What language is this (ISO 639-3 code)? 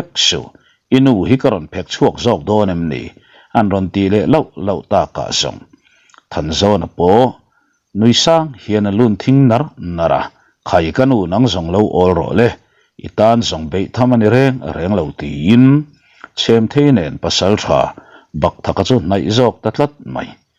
lus